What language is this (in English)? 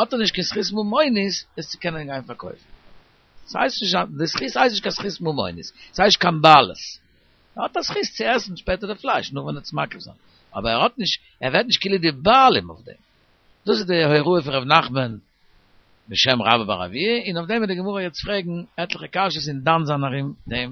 Yiddish